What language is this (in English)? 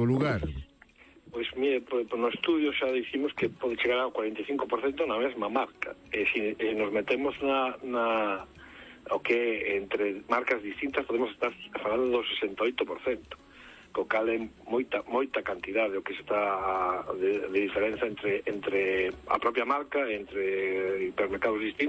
Galician